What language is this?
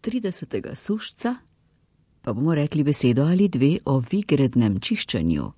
Slovenian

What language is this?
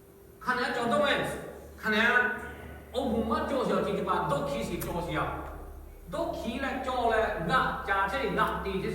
Lahu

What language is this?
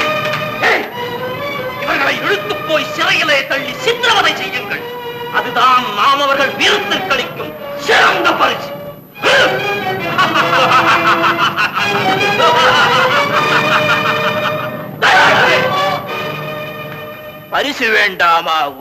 Tamil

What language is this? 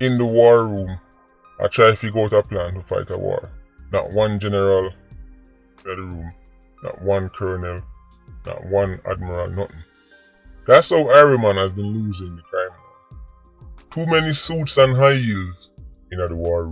Jamaican Creole English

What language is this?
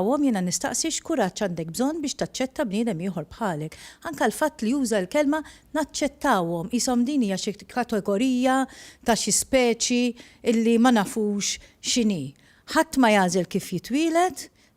Maltese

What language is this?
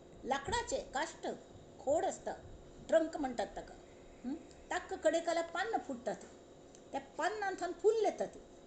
Konkani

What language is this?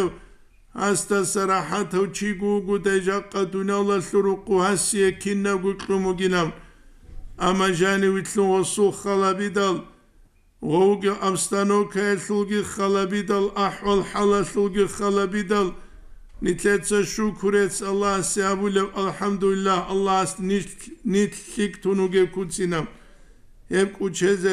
Avaric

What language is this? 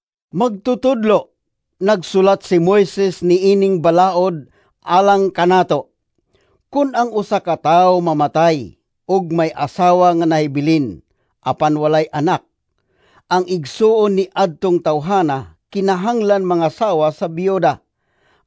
Cebuano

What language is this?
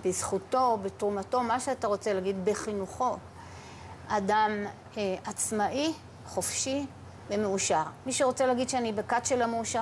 Hebrew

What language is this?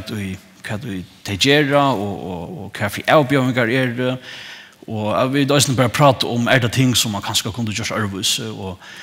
Faroese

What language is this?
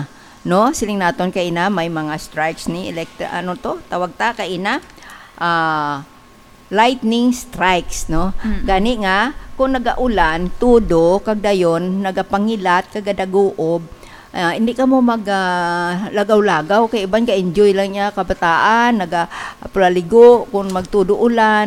Hiligaynon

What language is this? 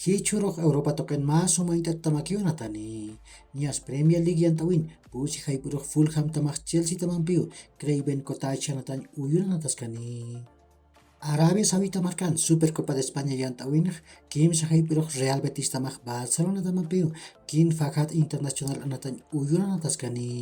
Aymara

